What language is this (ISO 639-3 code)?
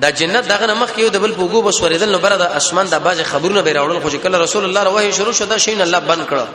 pus